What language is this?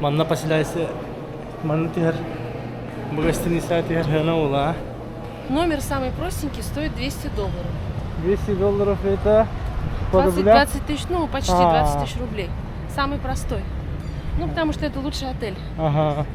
Yakut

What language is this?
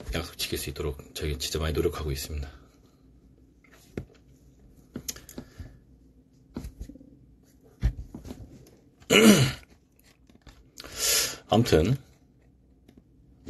Korean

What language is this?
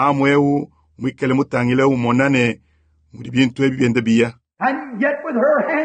Luba-Lulua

